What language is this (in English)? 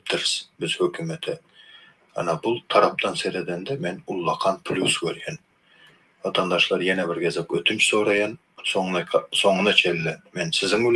Turkmen